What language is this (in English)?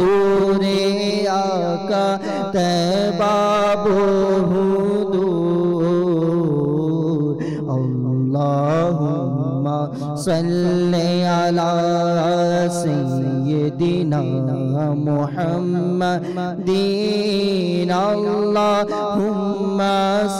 Bangla